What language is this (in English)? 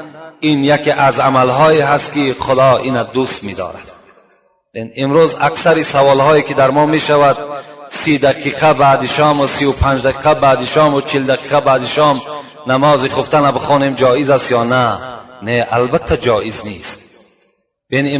Tajik